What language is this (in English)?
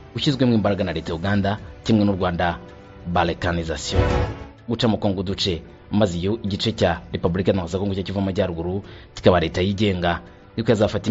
Kinyarwanda